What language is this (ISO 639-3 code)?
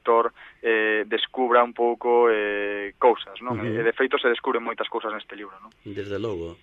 glg